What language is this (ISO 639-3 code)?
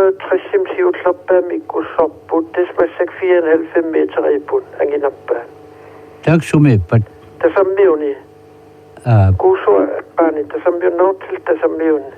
kal